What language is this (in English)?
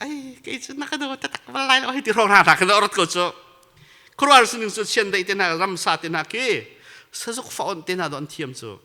Hakha Chin